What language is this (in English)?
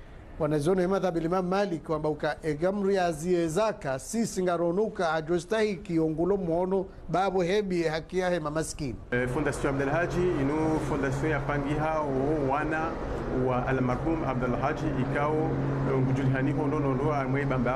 Ngazidja Comorian